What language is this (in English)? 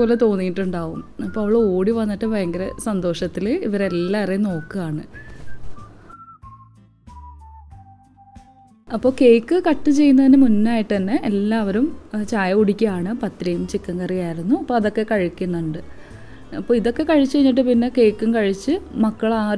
Malayalam